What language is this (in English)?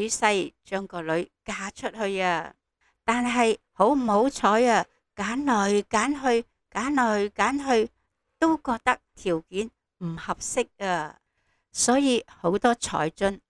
Cantonese